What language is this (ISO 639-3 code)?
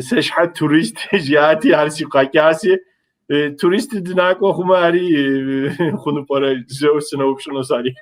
kbd